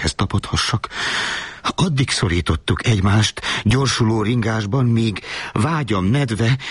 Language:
Hungarian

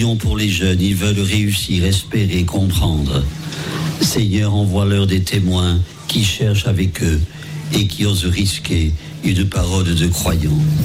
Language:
French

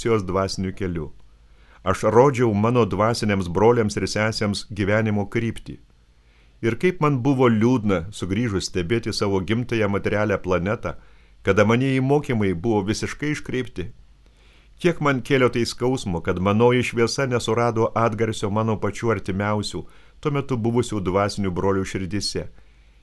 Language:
Lithuanian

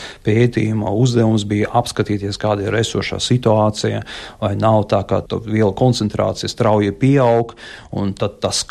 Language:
Latvian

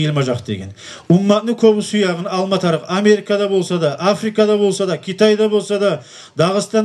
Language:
Kumyk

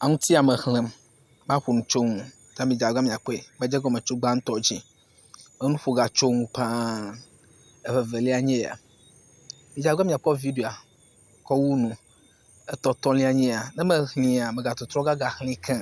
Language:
Ewe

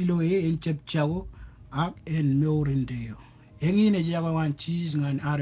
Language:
Marshallese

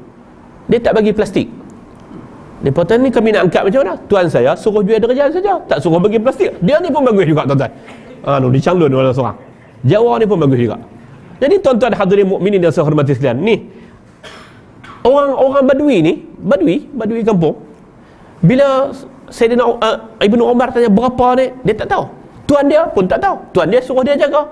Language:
Malay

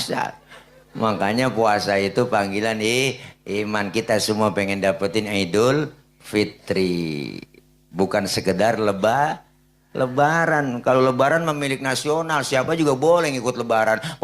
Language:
Betawi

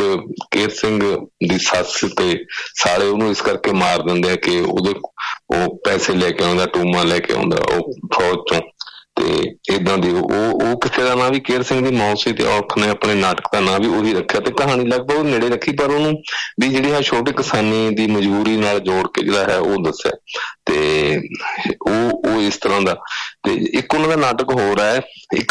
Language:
Punjabi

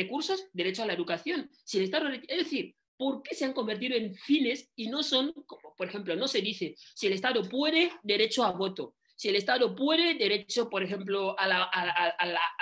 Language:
Spanish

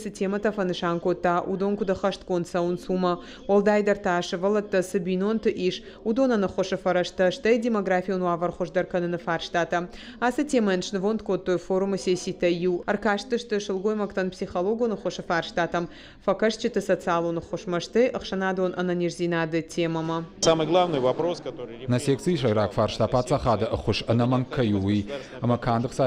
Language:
Ossetic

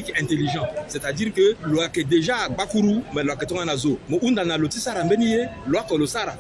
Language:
Sango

